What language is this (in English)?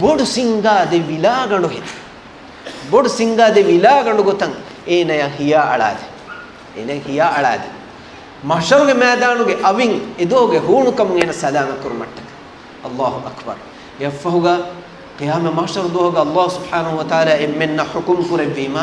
Divehi